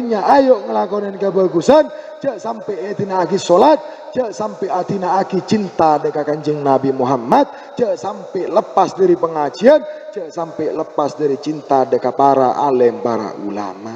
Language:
Madurese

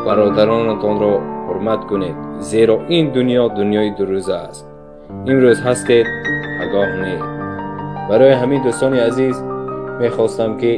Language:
Tajik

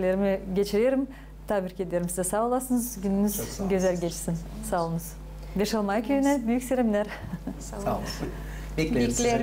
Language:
Gagauz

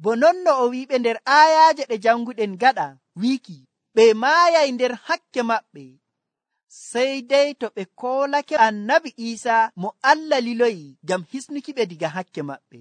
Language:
Nigerian Fulfulde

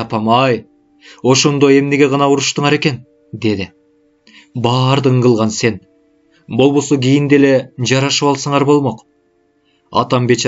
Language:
Kyrgyz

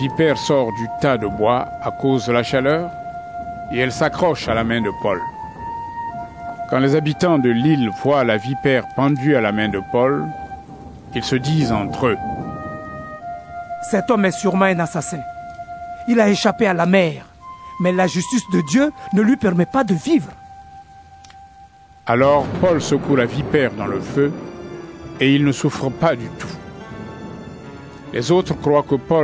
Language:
French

